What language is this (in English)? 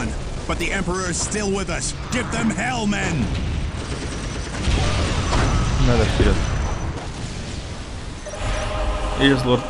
Russian